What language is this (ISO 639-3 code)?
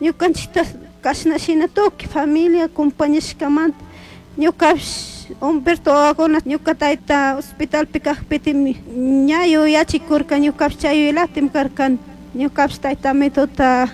qug